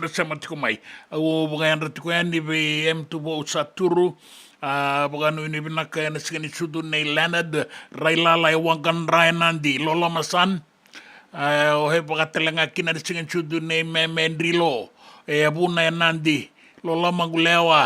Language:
Fijian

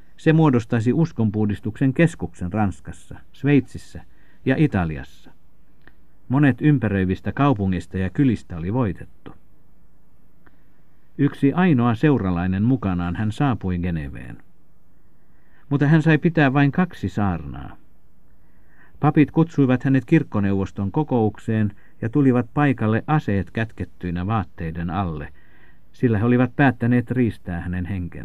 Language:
Finnish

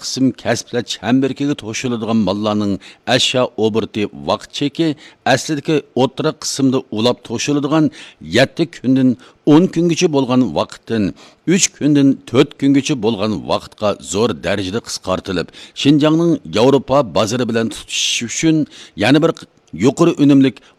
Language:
Uyghur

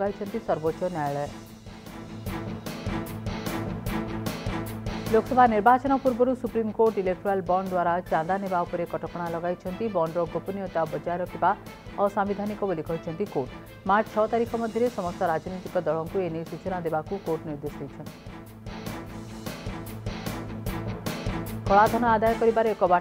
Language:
Odia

